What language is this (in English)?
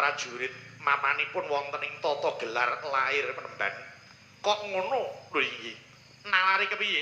Javanese